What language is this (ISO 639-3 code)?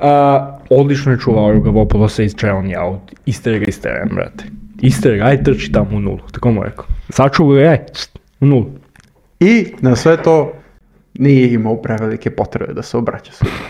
srp